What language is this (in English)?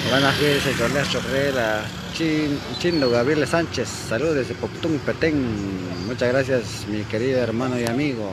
Kekchí